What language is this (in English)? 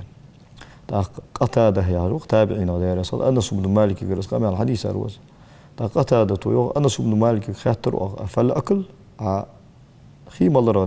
Ingush